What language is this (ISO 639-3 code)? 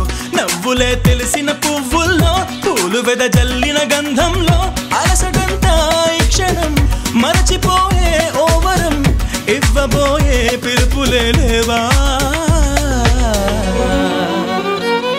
tel